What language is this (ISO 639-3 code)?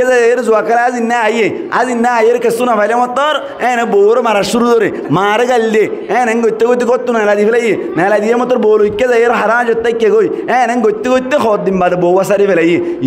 rhg